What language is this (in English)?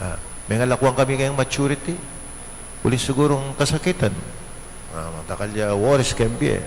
Pampanga